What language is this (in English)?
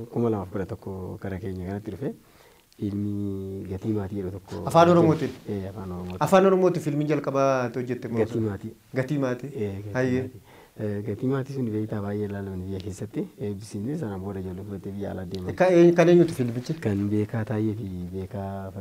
Oromo